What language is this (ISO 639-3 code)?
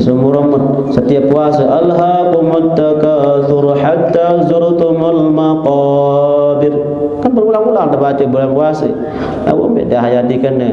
sas